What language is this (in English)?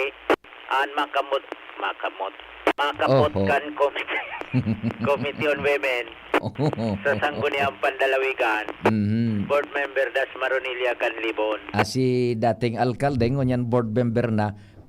Bikol